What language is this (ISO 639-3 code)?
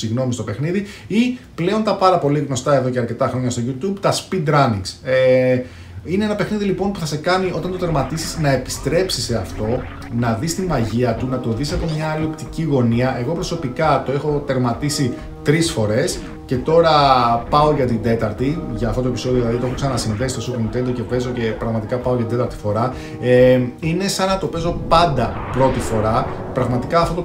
ell